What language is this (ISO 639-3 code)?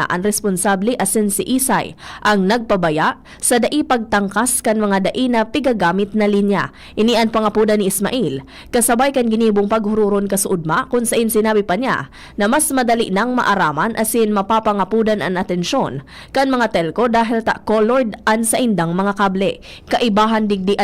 bik